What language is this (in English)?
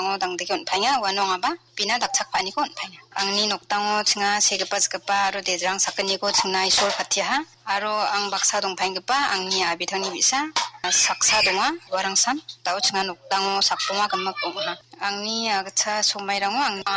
Garo